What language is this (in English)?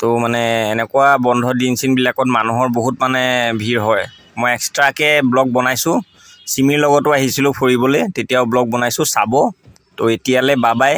Assamese